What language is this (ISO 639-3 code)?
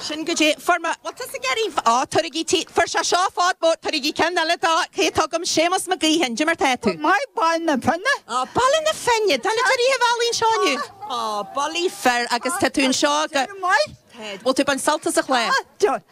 gle